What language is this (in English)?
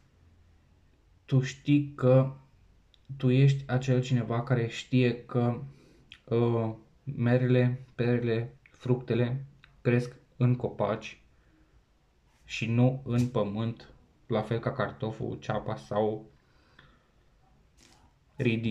Romanian